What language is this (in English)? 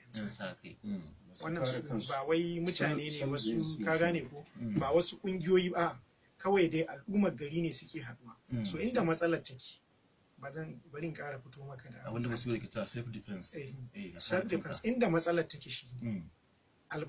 Hausa